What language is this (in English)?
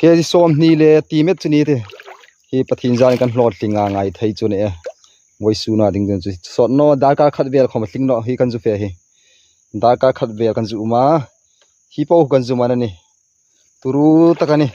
Hmar